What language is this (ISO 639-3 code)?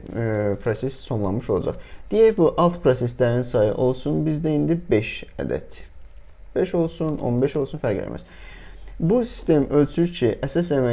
aze